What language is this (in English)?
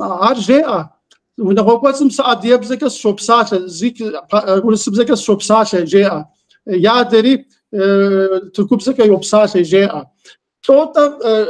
Kabardian